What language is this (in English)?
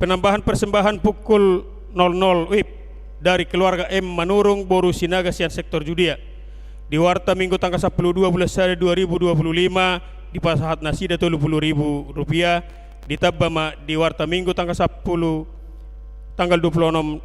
Batak Toba